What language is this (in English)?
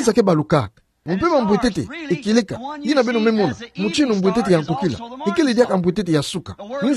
Kituba (Democratic Republic of Congo)